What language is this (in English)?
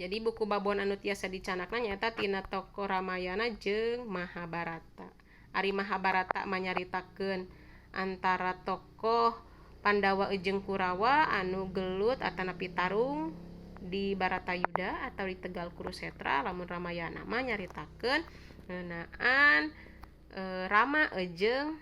Sundanese